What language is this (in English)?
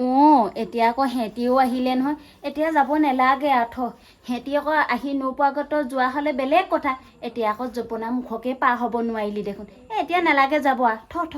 Assamese